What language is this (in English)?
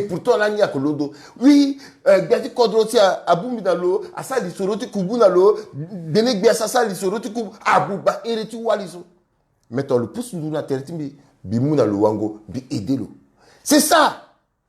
Sango